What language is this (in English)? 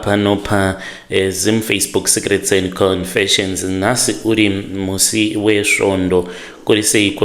Shona